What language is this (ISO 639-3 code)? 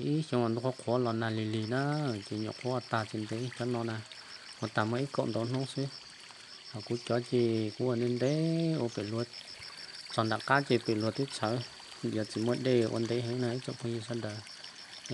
hmn